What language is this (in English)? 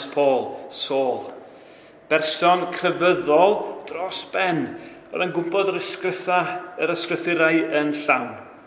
Welsh